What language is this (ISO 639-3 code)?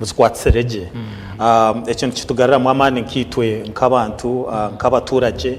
nyn